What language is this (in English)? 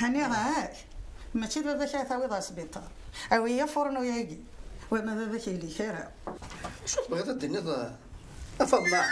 Kabyle